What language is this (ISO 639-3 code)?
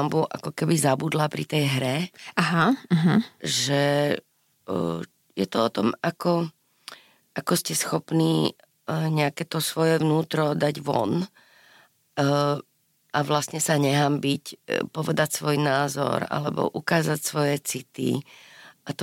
slk